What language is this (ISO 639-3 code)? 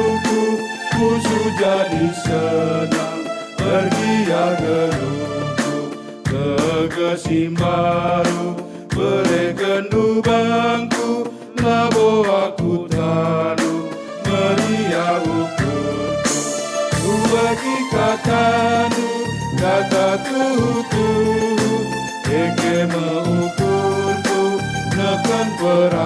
btx